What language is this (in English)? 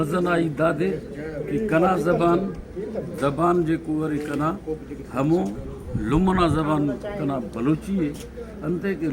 Brahui